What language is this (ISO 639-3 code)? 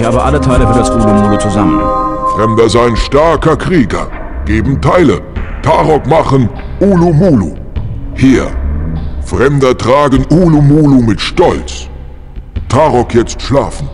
bar